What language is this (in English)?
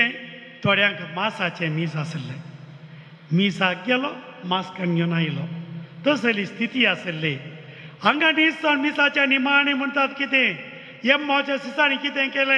Konkani